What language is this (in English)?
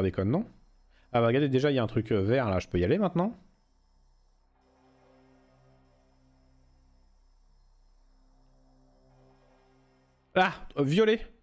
French